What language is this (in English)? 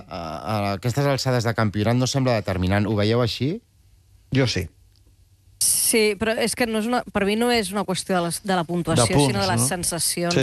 Catalan